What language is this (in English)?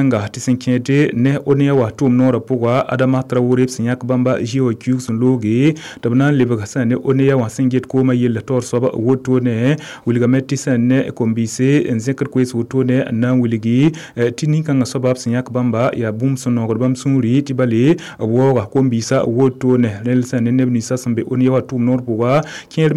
Mossi